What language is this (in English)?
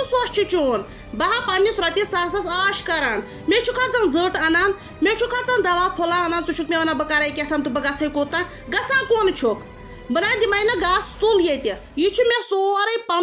Kashmiri